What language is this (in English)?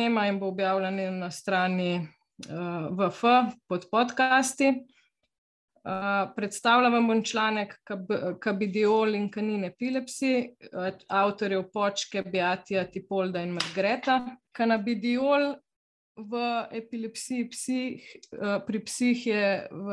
Slovenian